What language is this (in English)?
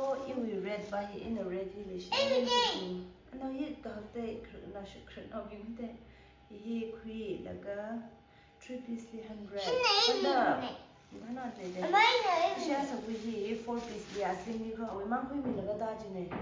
Tangkhul Naga (India)